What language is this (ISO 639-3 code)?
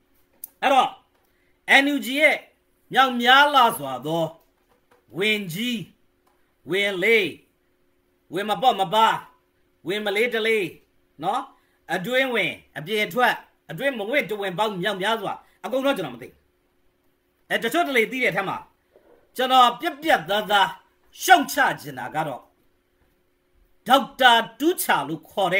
mya